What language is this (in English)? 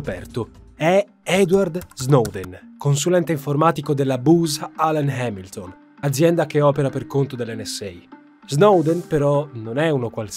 Italian